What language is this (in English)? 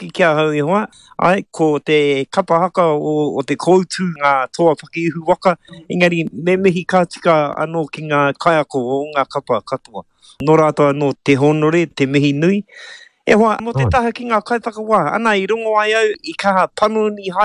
Māori